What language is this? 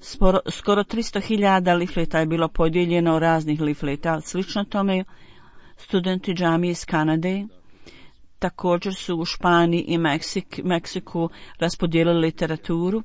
Bosnian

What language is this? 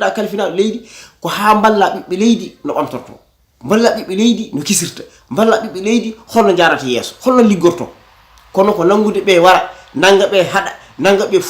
Fula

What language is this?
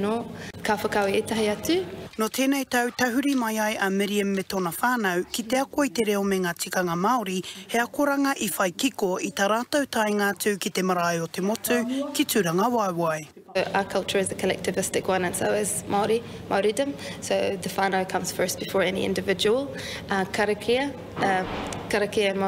Māori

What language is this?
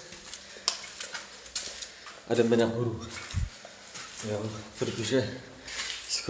Czech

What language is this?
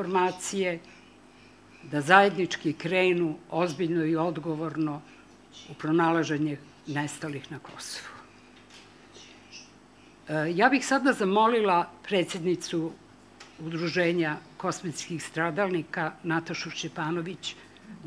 Serbian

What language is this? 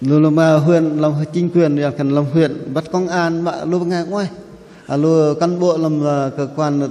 Bahnar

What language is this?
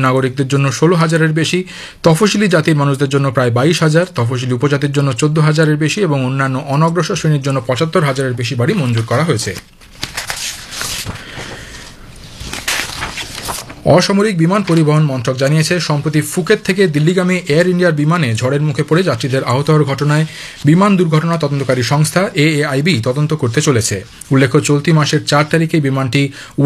Bangla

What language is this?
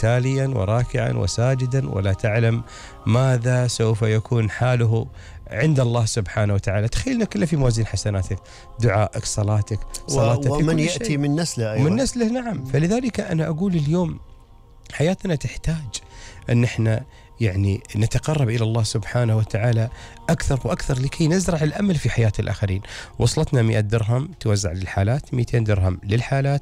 Gulf Arabic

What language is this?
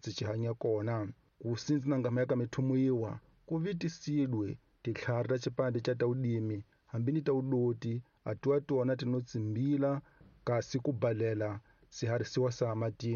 Tsonga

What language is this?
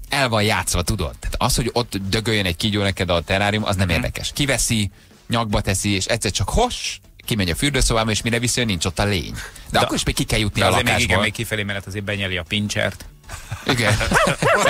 Hungarian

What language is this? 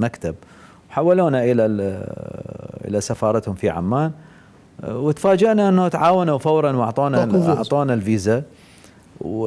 Mesopotamian Arabic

